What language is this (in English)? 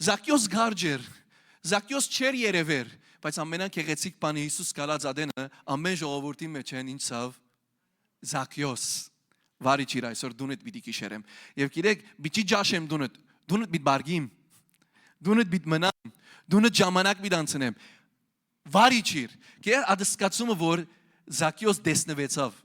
Western Armenian